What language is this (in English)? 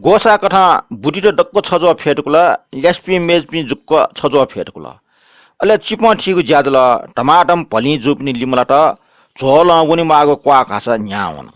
Newari